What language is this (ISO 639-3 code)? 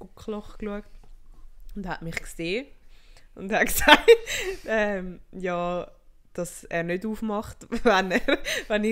gsw